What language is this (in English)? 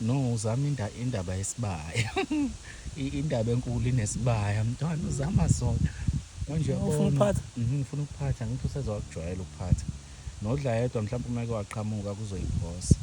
Zulu